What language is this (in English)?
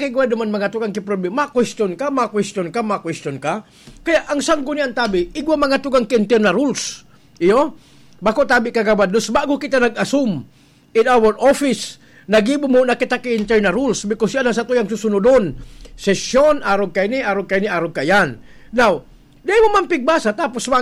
Bikol